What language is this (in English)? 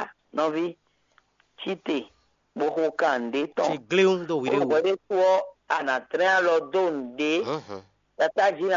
Fon